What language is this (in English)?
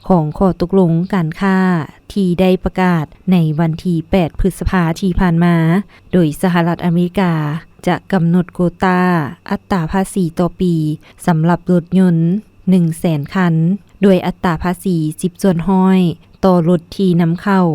Lao